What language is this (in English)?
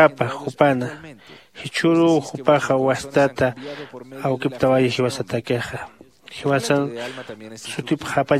Aymara